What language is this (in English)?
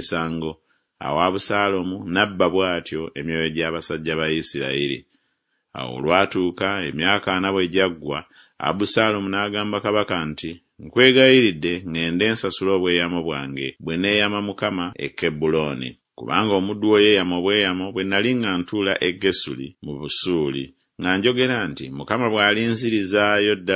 Ganda